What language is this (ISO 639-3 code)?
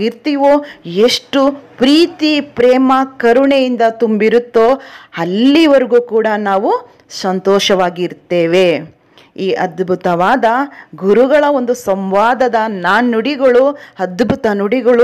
kan